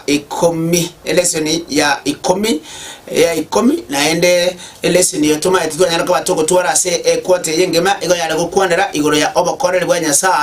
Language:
Gusii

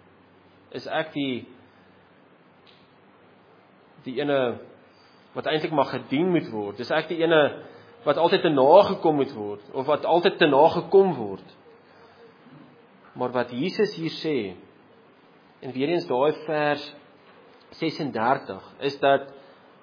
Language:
Afrikaans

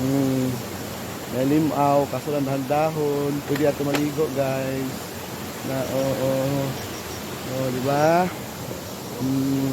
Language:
Cebuano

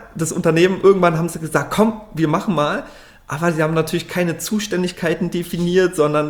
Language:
German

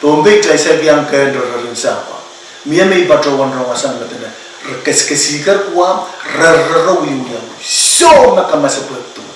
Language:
Pohnpeian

